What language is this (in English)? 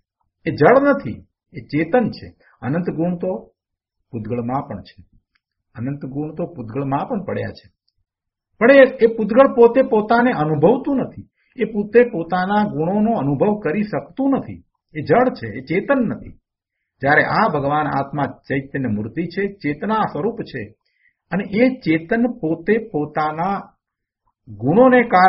Gujarati